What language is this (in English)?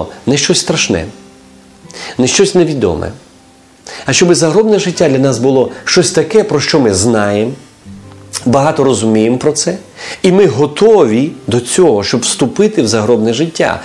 Ukrainian